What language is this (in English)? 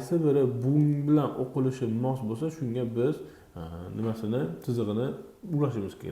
Uzbek